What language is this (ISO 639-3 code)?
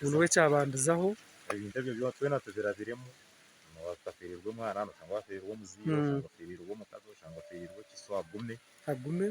nyn